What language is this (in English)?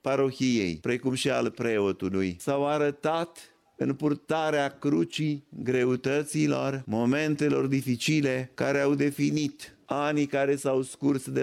Romanian